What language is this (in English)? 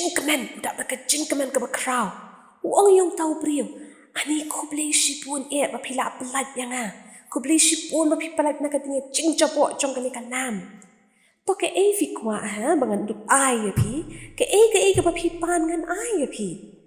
Khasi